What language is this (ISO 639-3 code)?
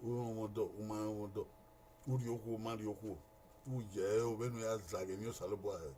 bin